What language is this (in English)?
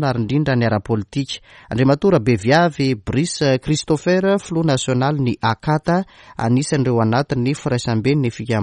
Malagasy